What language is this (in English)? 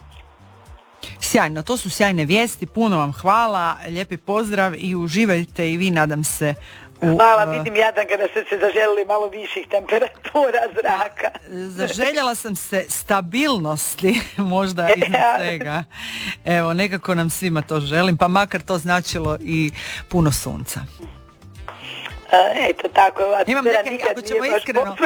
Croatian